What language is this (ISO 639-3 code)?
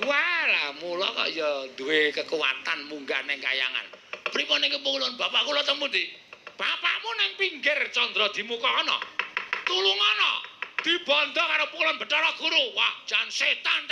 jav